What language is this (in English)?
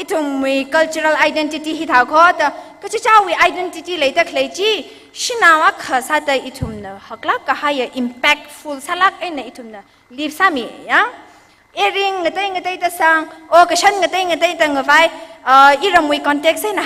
Tangkhul Naga (India)